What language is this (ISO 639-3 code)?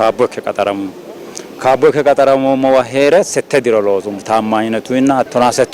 sid